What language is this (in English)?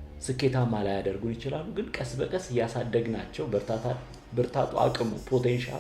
Amharic